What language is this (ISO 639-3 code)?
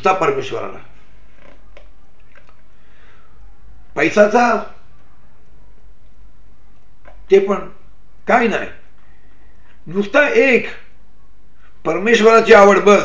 mar